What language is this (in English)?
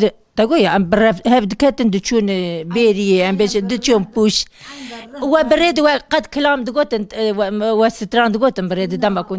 Kurdish